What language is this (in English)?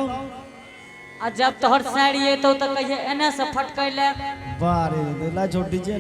Angika